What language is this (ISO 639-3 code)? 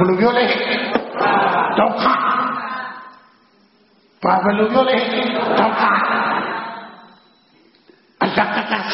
mya